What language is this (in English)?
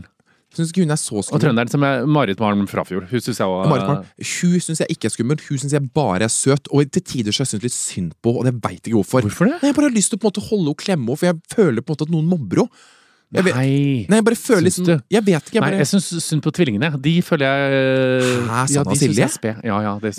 Norwegian